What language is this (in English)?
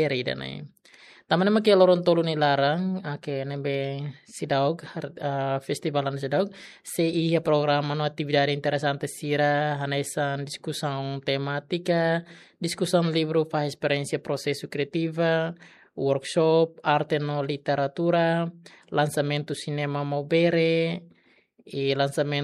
Tetum